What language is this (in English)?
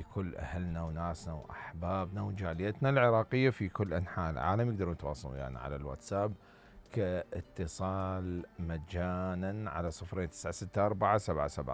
Mesopotamian Arabic